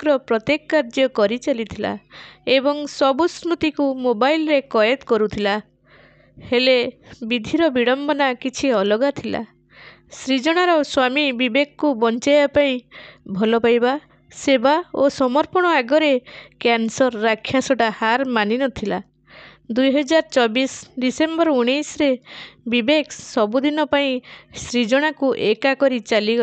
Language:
Odia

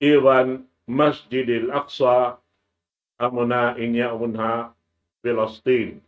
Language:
Tausug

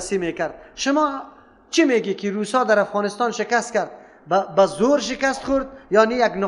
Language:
Persian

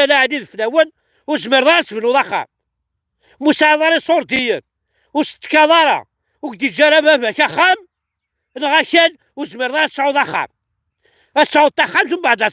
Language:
Kabyle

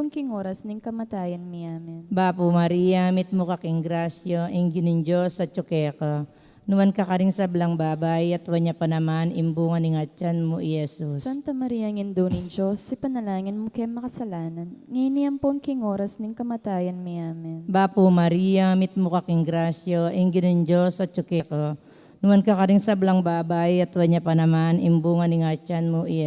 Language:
Pampanga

